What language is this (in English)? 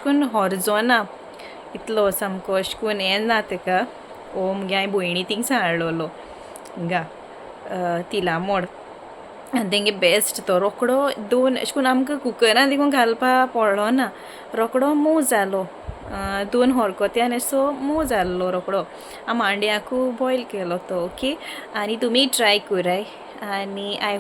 Konkani